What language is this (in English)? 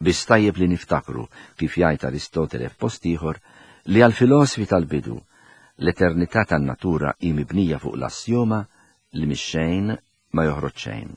Maltese